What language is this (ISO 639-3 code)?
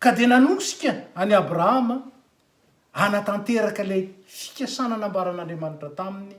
mlg